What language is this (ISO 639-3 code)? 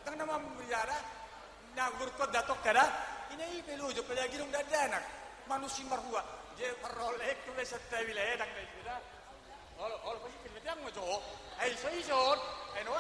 bbc